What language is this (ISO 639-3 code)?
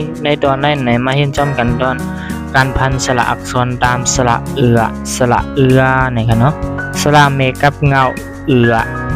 shn